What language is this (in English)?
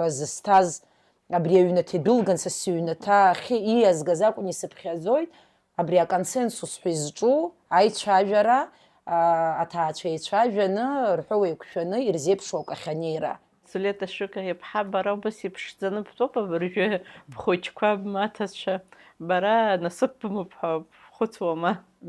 Abkhazian